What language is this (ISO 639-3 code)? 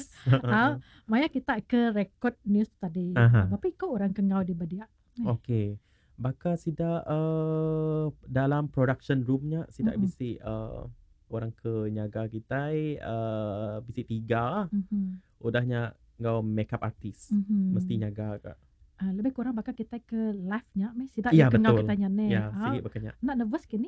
iba